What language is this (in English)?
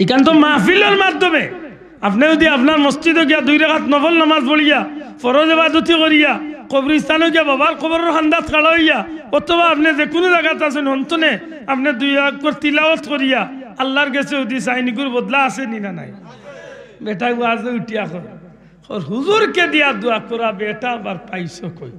Sylheti